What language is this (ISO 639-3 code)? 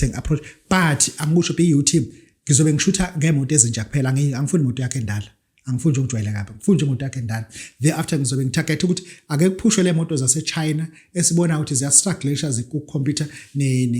zul